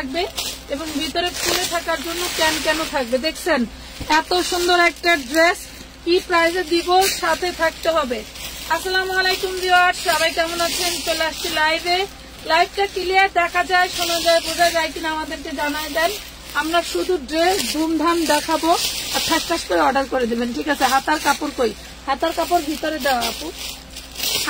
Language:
Bangla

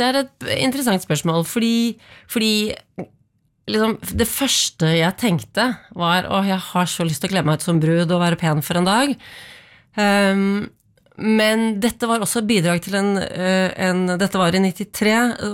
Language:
Norwegian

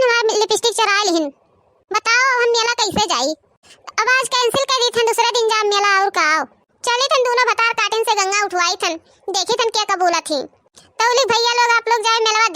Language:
Awadhi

